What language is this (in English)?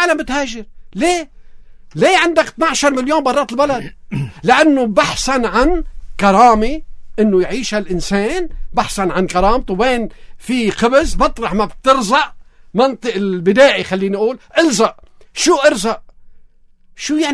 North Levantine Arabic